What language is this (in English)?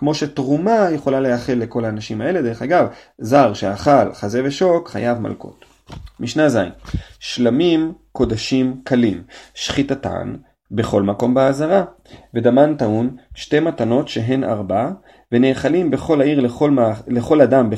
Hebrew